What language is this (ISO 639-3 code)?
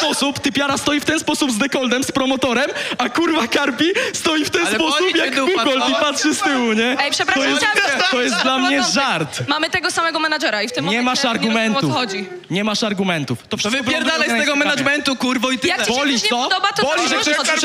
pol